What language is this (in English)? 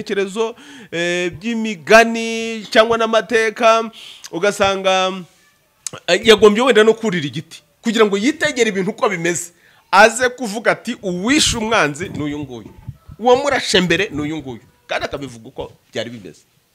Kinyarwanda